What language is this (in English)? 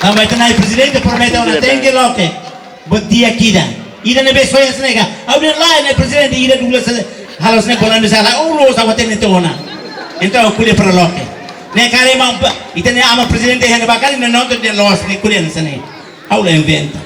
Tetum